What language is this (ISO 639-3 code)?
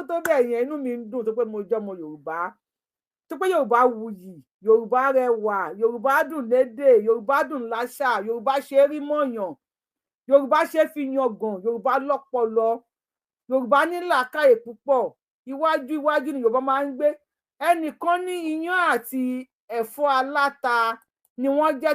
yor